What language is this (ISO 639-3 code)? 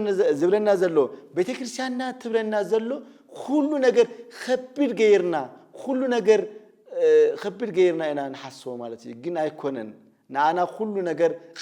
tir